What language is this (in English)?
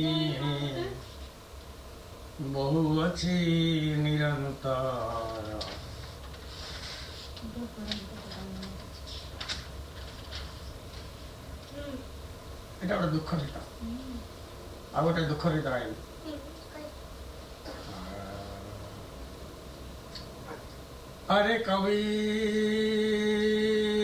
Odia